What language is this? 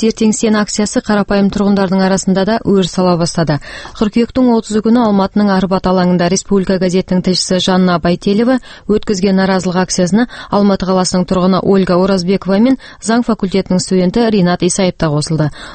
Kazakh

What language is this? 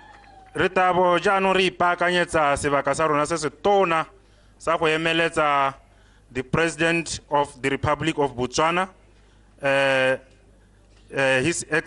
Tswana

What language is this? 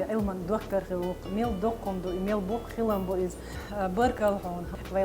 Chechen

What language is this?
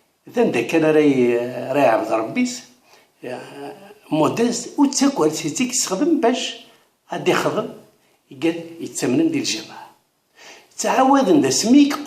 Kabyle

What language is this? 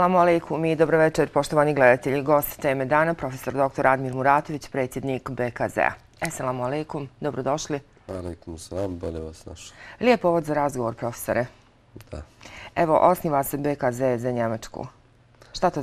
Bosnian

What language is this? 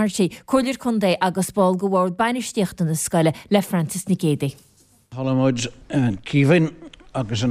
Irish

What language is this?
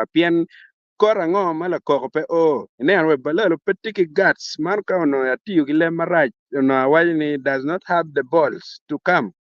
Acoli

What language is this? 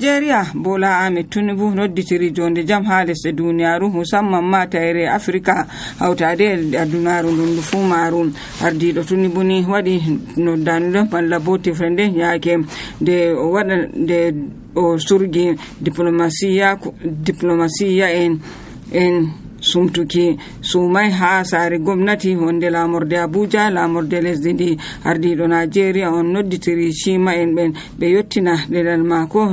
Nigerian Fulfulde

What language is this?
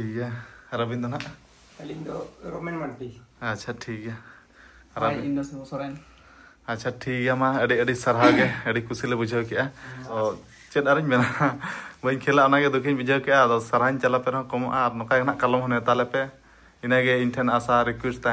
Santali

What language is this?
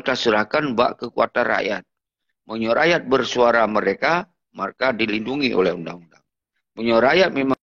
Achinese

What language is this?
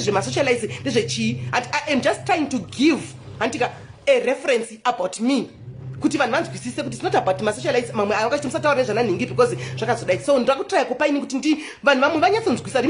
Shona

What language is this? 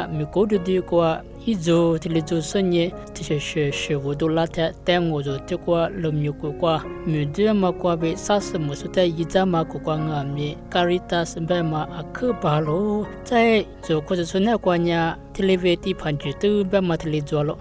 Lisu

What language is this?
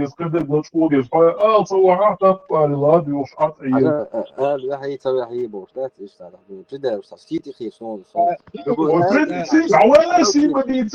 Chechen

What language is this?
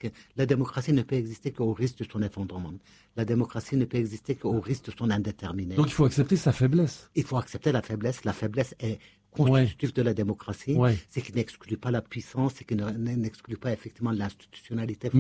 French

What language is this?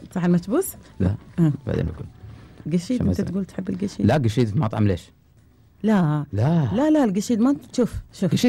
Gulf Arabic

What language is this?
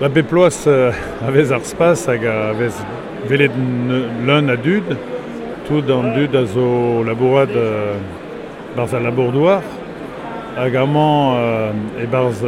Breton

